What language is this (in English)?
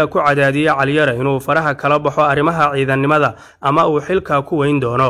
Somali